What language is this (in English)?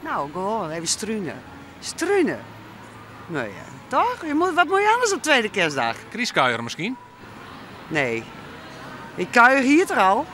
Western Frisian